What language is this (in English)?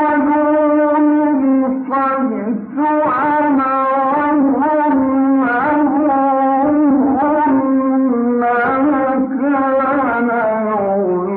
Arabic